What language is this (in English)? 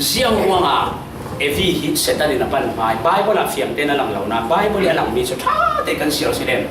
Falam Chin